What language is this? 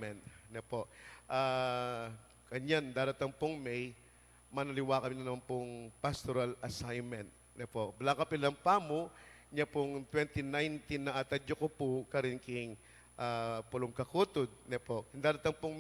Pampanga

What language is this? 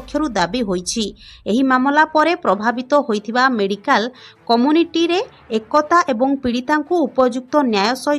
Odia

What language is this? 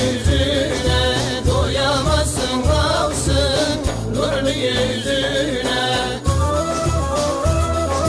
Turkish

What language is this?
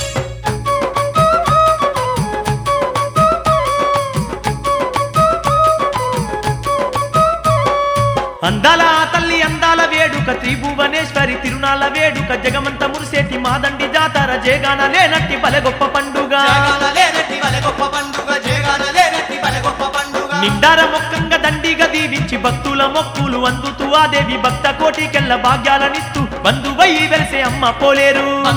Telugu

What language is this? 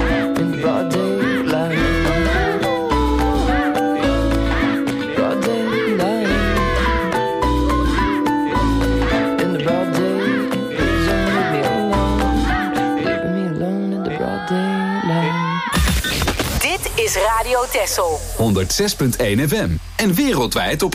Dutch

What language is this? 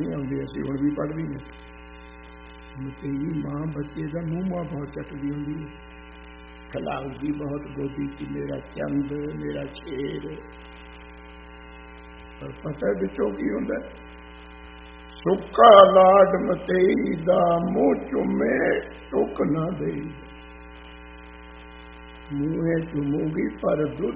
Punjabi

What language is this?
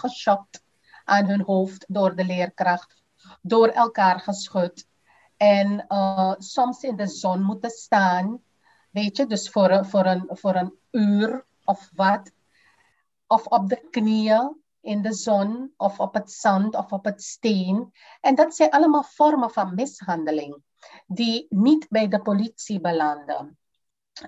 Dutch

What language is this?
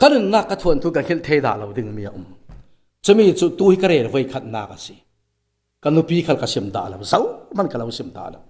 Falam Chin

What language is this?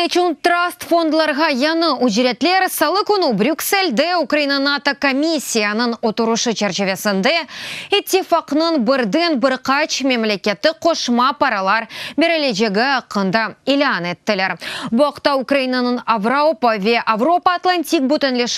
Crimean Tatar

